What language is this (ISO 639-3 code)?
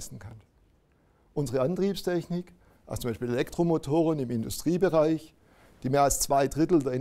gsw